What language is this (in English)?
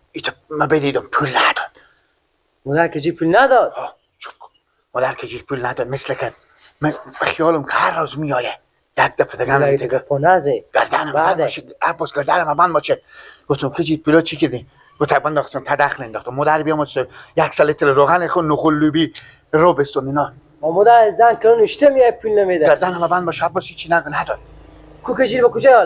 Persian